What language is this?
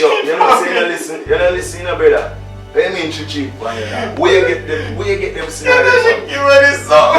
Jamaican Creole English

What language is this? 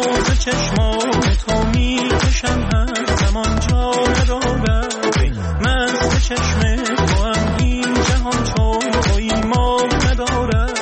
Persian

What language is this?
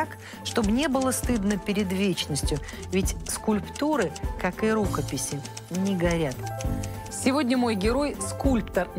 Russian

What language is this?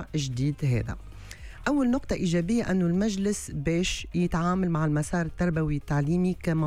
Tunisian Arabic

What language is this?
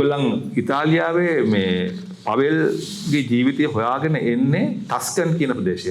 Sinhala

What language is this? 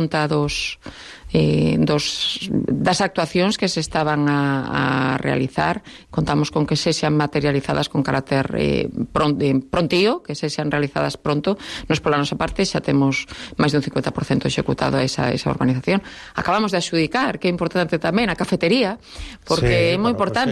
Galician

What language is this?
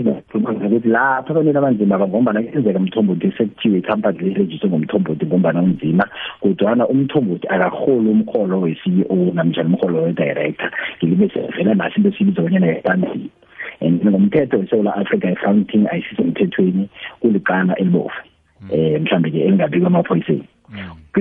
South Ndebele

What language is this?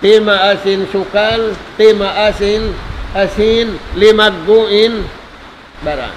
Tausug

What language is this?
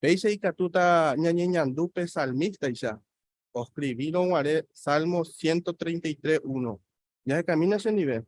Guarani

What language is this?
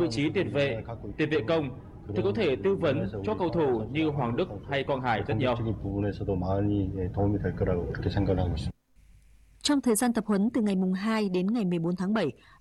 Vietnamese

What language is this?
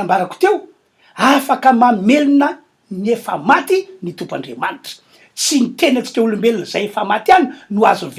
Malagasy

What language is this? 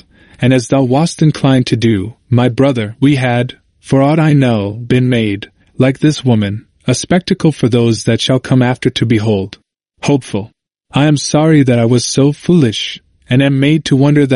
English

